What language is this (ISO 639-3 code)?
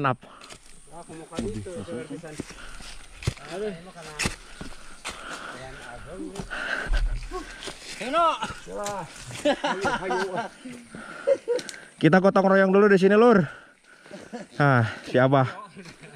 sun